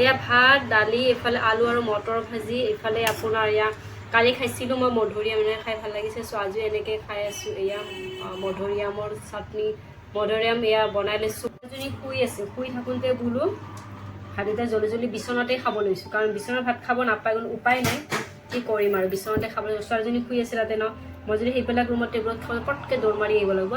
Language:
Assamese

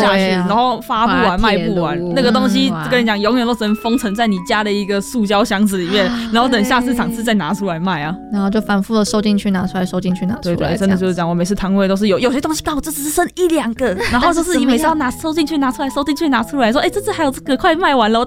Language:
Chinese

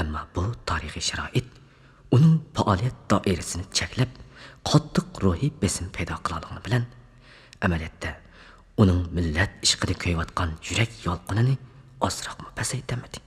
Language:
Uyghur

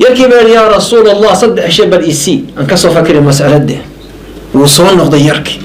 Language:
Somali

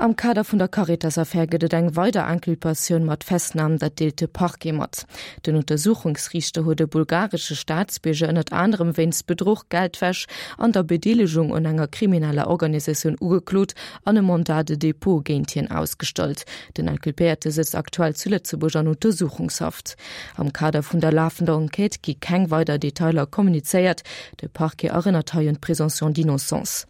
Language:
Luxembourgish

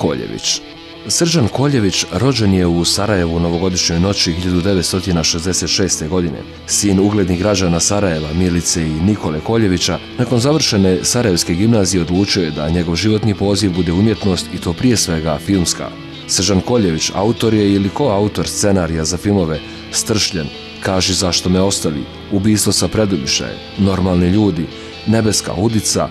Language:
Bosnian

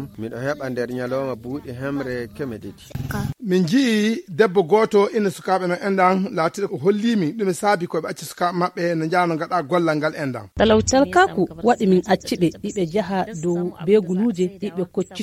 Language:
Fula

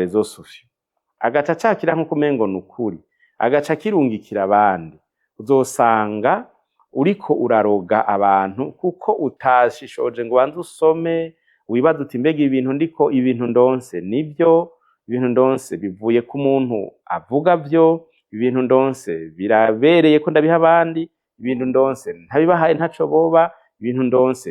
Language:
Rundi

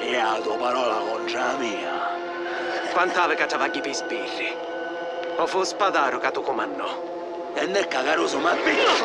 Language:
Sicilian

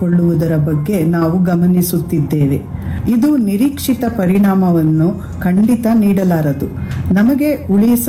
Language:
Kannada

